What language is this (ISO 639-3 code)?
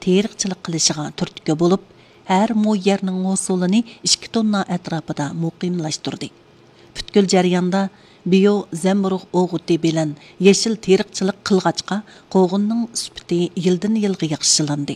uig